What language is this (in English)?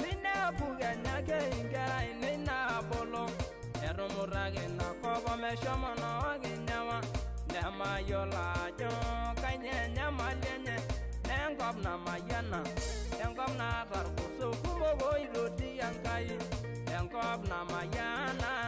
Masai